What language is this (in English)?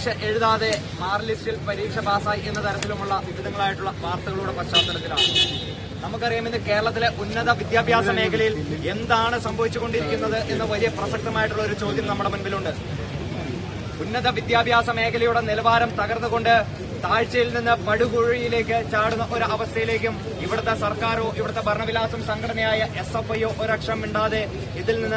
Malayalam